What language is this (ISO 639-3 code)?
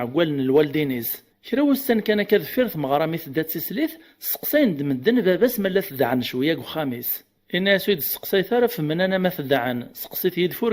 kab